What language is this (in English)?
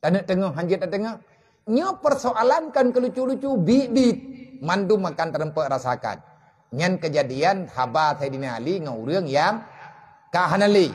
Achinese